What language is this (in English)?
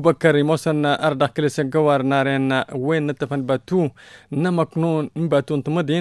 Tamasheq